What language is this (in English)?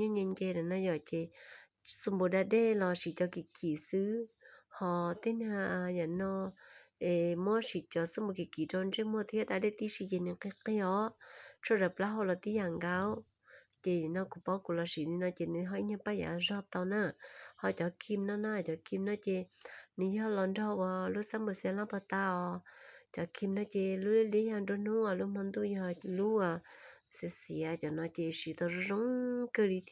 Hmong